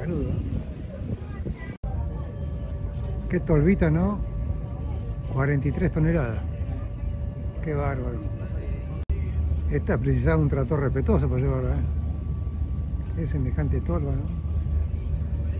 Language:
Spanish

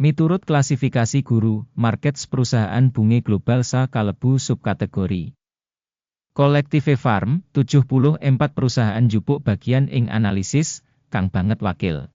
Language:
Javanese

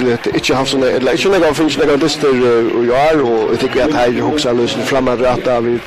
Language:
Faroese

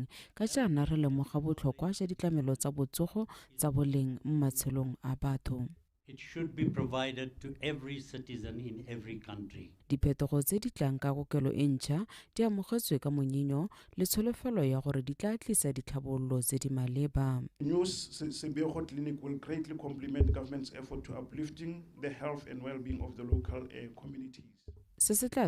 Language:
Tswana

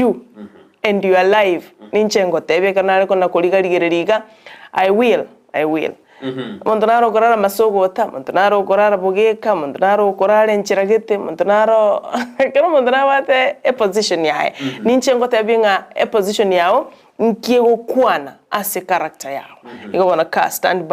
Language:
Gusii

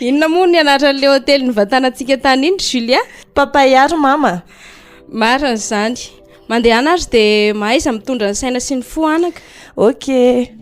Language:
Malagasy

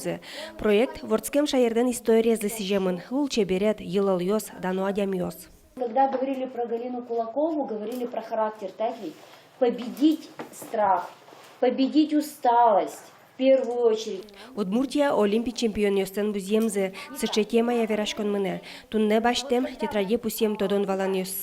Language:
Udmurt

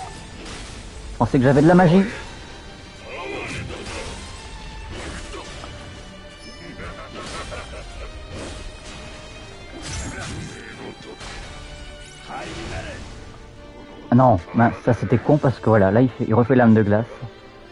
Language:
French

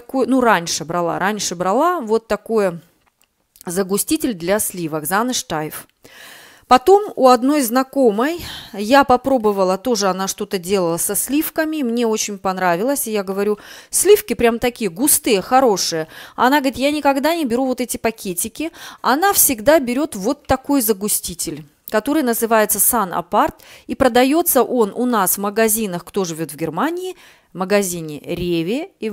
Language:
Russian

